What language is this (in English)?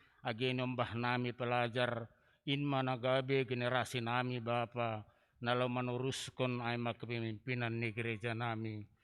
Batak Simalungun